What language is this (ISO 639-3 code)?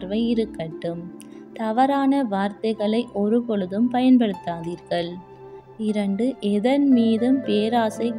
tam